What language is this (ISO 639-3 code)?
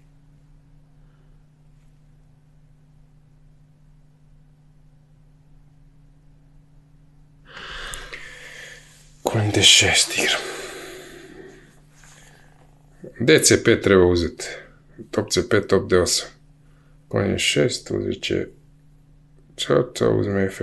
hrv